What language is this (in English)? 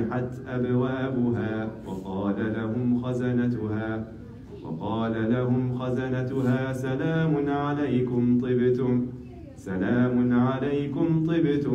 Arabic